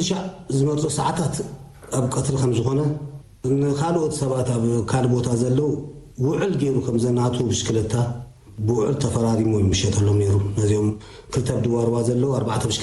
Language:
Tigrinya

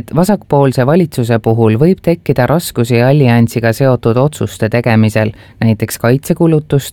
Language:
Estonian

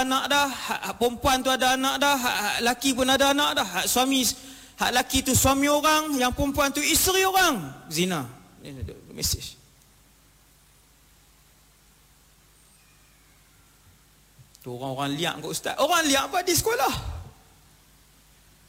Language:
Malay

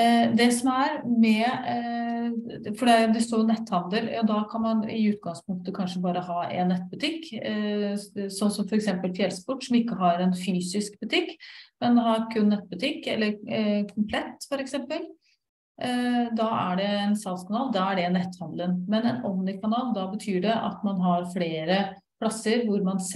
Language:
Norwegian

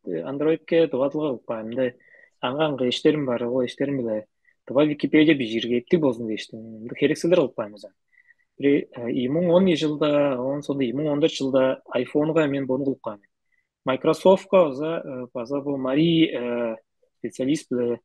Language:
Tuvinian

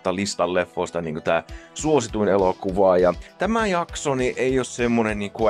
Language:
Finnish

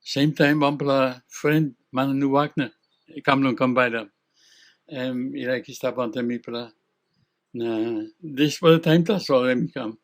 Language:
Tok Pisin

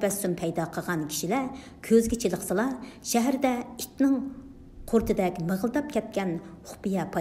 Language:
Uyghur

